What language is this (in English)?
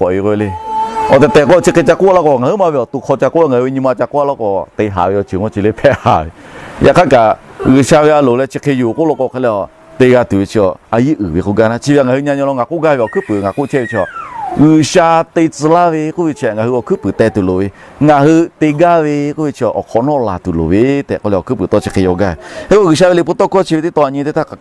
Lahu